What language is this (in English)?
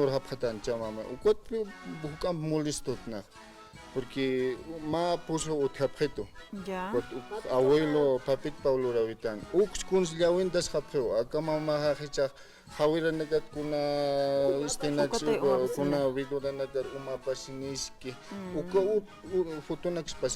Aymara